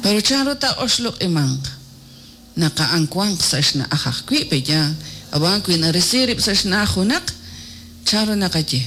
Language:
Kekchí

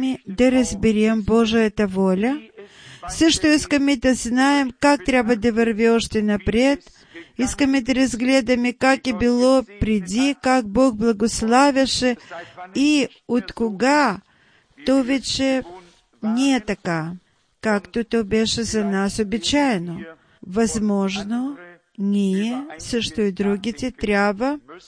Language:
Bulgarian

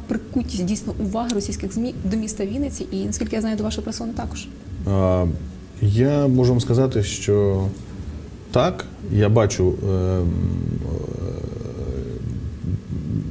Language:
Ukrainian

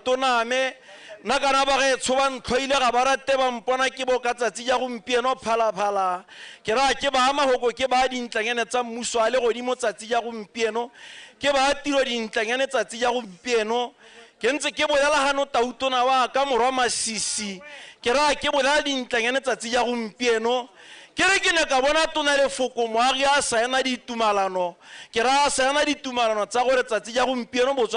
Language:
Tswana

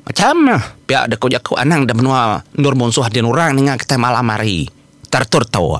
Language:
Iban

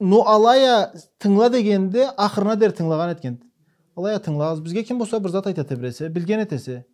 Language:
Karachay-Balkar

